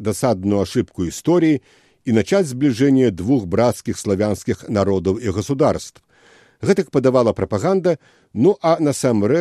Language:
Belarusian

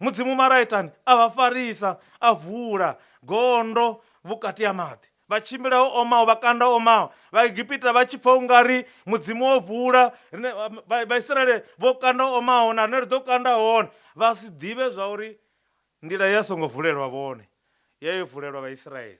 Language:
Venda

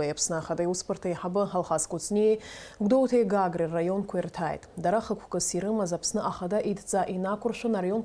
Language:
Abkhazian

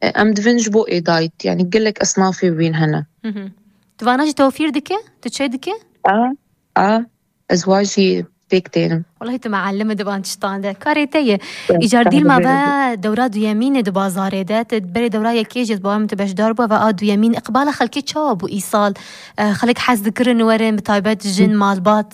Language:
Kurdish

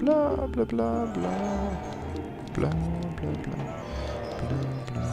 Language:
Swiss German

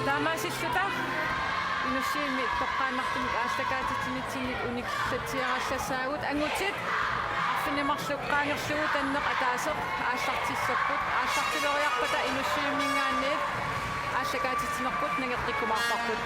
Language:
Kalaallisut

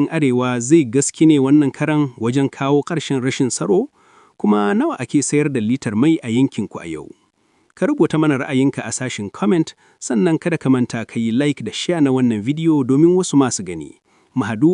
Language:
Hausa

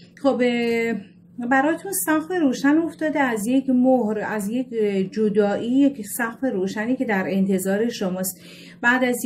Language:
Persian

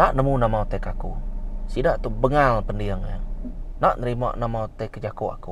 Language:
Iban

